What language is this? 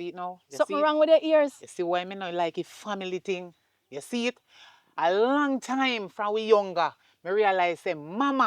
Jamaican Creole English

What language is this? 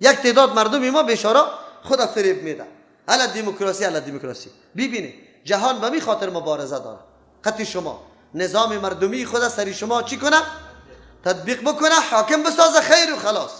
Persian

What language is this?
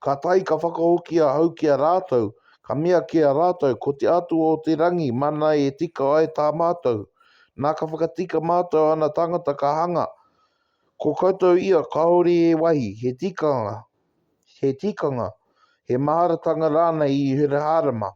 Māori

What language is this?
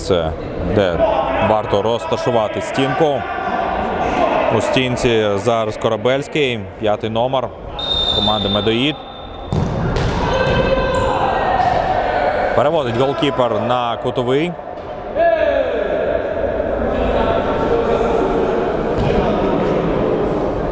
Ukrainian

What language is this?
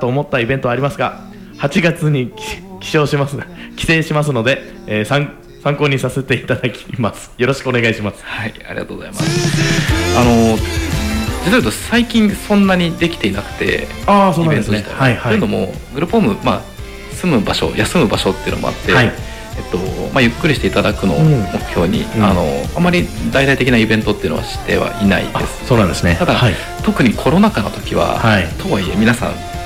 Japanese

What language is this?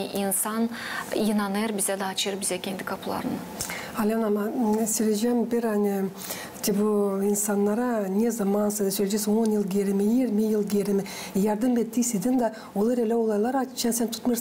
Gagauz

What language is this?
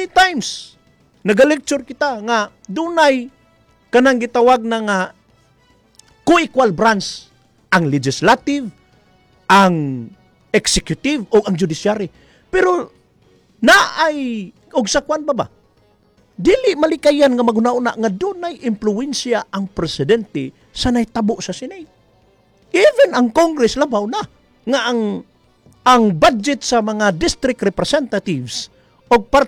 Cebuano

